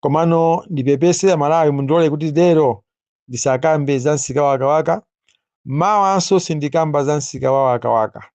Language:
Nyanja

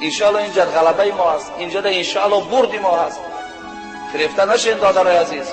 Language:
Tajik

